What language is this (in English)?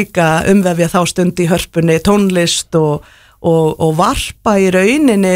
Icelandic